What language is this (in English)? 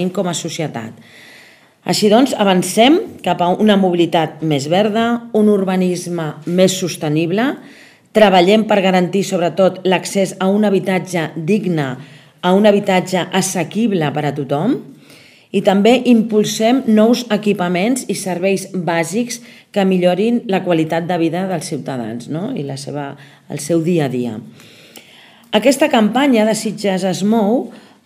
Catalan